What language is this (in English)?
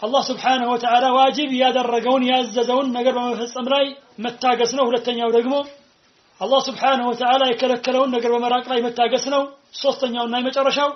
Amharic